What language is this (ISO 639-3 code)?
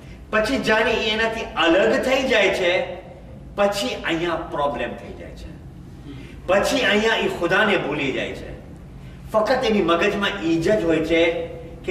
guj